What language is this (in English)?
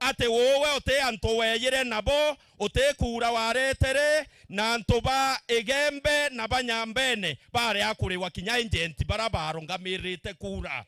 Meru